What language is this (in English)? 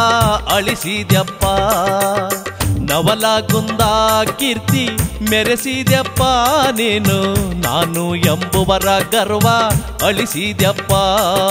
Kannada